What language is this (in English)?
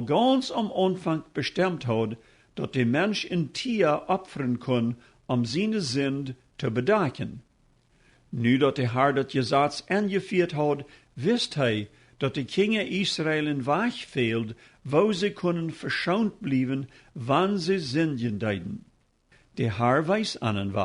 Plautdietsch